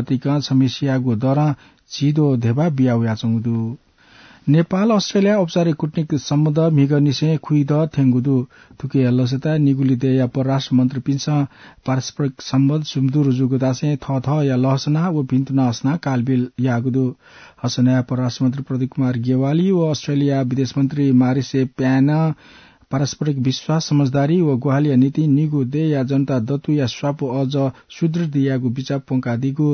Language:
Newari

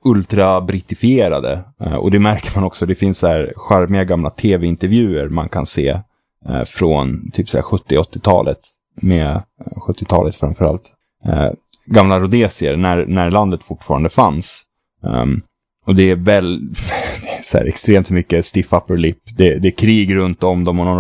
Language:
Swedish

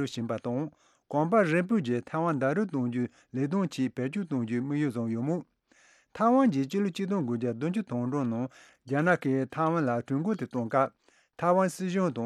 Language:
Tibetan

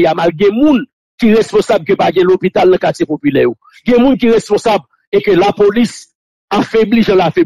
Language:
Haitian Creole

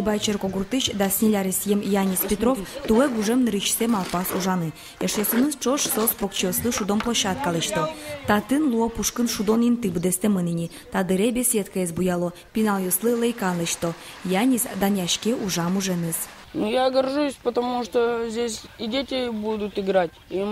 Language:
Udmurt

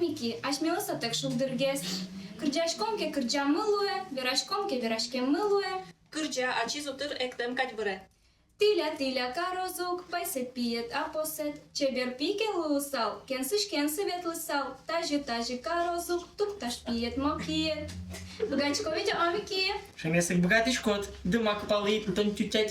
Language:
Udmurt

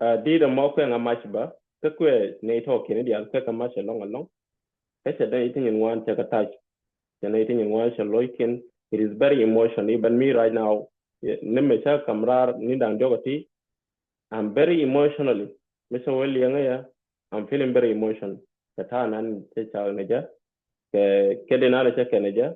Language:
Nuer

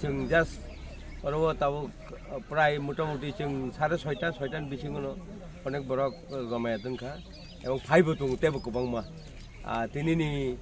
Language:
Kok Borok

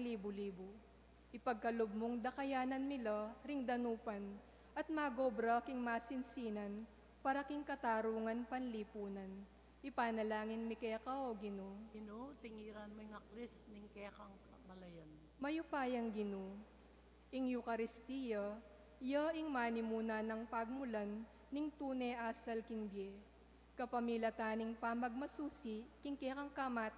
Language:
Pampanga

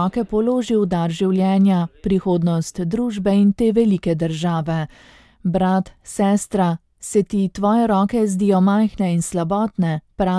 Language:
Slovenian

